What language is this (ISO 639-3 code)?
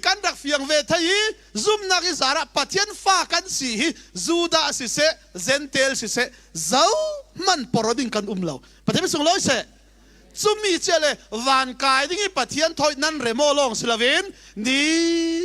cfm